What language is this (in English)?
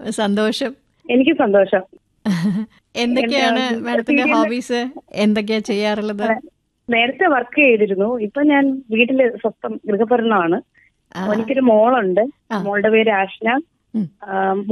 Malayalam